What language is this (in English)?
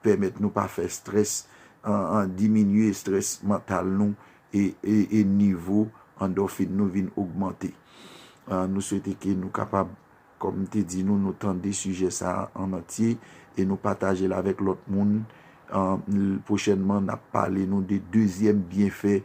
Haitian Creole